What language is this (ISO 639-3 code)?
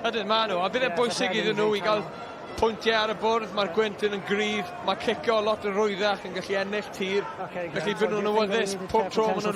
cym